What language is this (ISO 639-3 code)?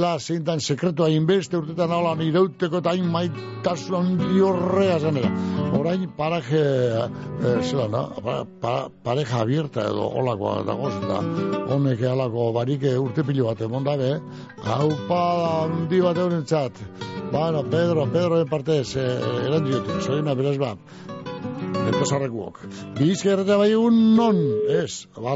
eus